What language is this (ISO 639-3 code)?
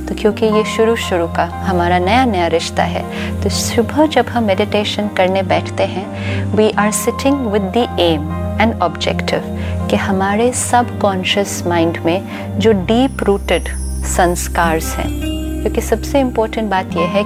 hin